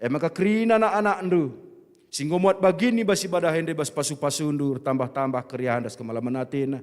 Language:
Batak Karo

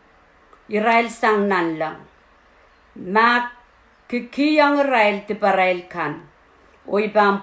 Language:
Pohnpeian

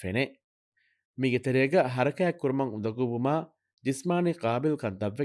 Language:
Divehi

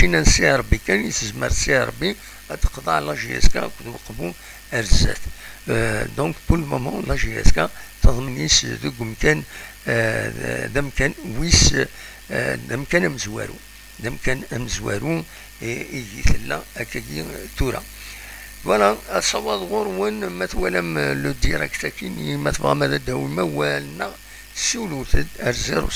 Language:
Kabyle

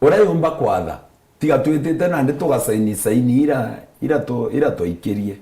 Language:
Meru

